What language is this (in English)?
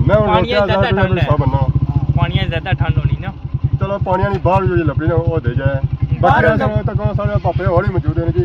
Pahari-Potwari